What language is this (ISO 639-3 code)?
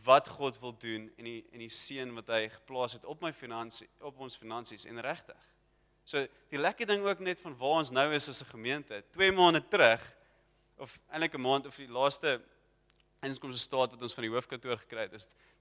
afr